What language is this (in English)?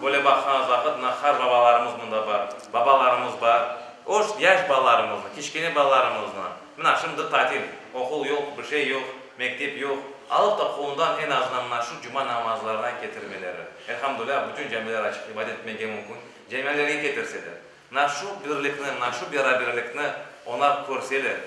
Crimean Tatar